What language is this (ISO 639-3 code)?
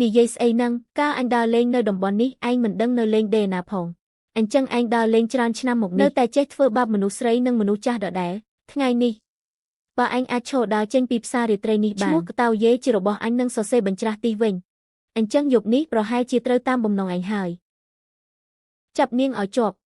khm